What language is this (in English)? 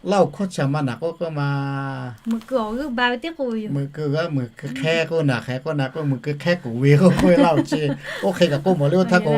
Lahu